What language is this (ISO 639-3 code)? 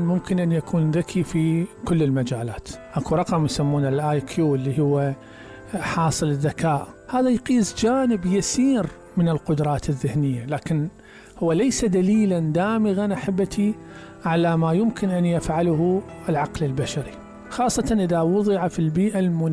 acm